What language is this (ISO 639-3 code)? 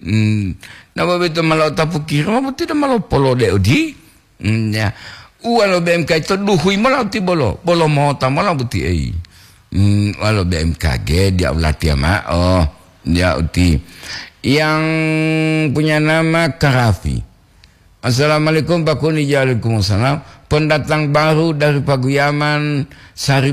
gor